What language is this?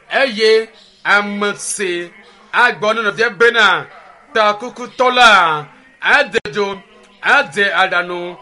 Ewe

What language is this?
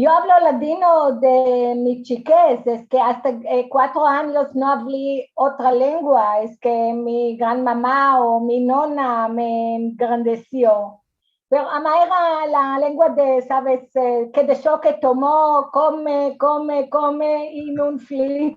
Ladino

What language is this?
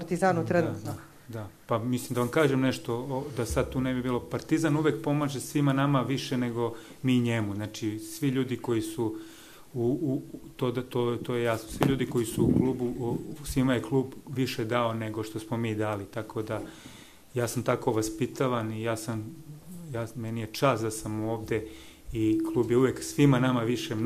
Serbian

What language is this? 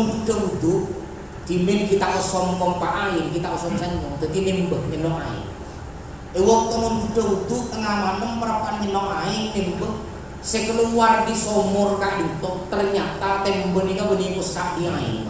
Madurese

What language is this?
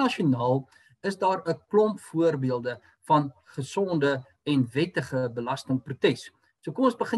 Afrikaans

